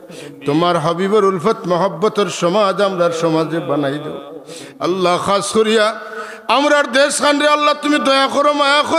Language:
Sylheti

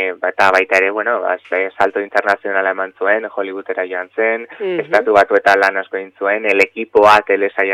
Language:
Basque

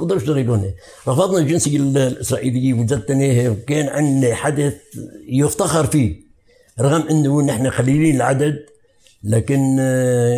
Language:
North Levantine Arabic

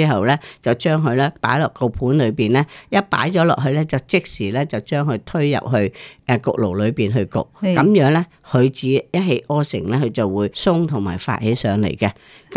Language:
Cantonese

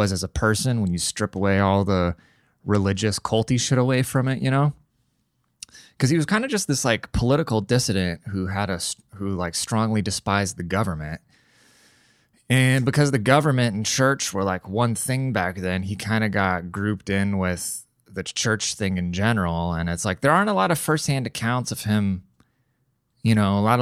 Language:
English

